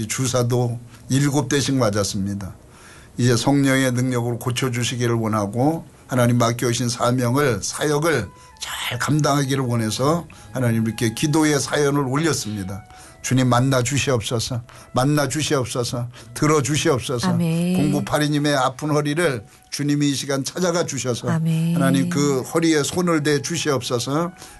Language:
Korean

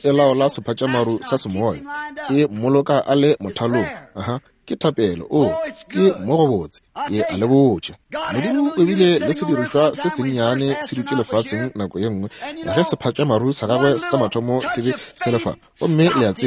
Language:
Northern Sotho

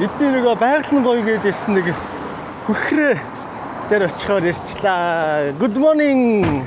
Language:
Mongolian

